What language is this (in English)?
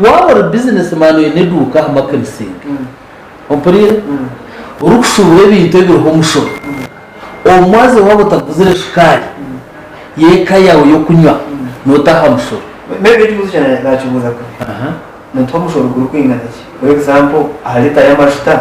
Nyankole